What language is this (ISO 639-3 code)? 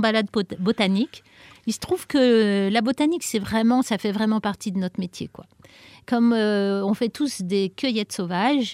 fra